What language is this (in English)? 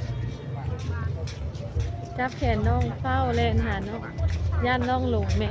Lao